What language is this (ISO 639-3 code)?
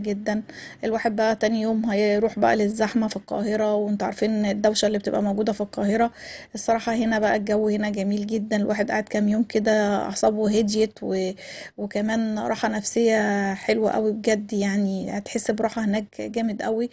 arz